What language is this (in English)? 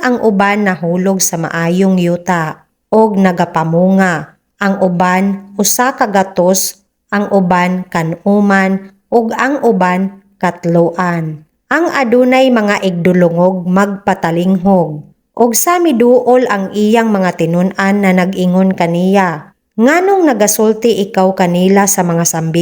Cebuano